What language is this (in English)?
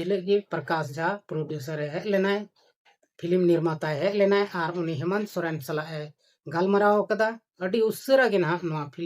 Santali